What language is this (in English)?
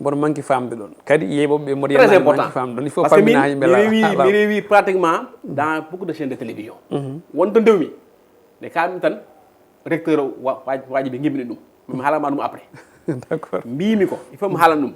Fula